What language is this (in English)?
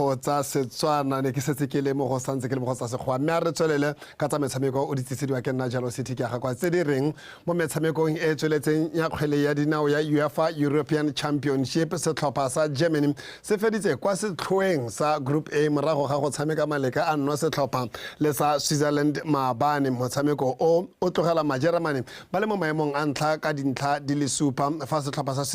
Tswana